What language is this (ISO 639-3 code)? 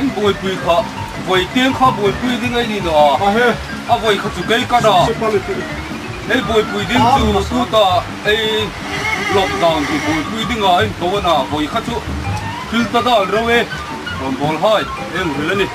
hmr